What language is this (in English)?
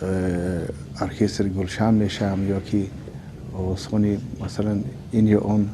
Tajik